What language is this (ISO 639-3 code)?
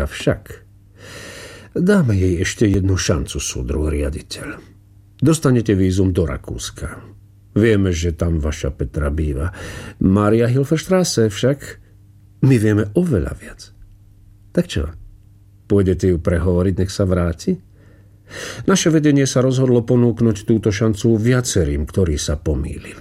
slk